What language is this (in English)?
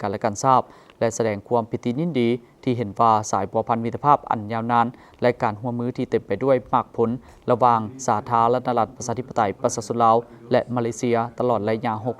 Lao